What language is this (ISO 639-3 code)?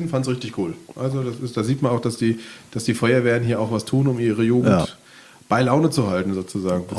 deu